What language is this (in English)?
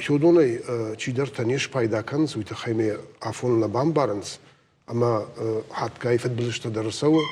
Ossetic